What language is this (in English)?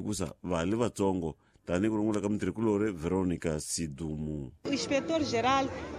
Tsonga